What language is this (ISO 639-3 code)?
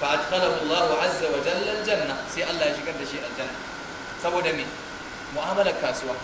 hau